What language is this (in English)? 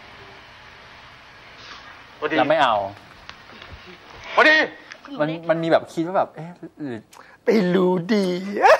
Thai